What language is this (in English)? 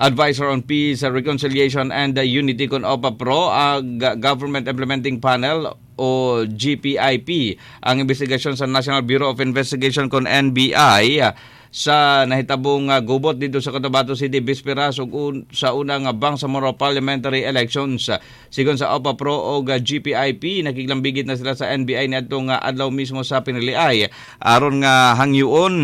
Cebuano